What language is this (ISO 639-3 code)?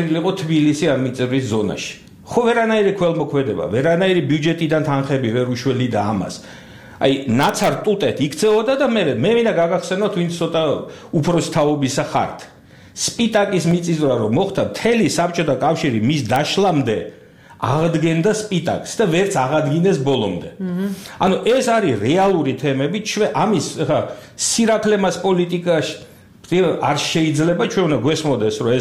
kat